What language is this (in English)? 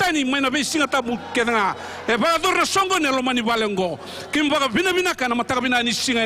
Fijian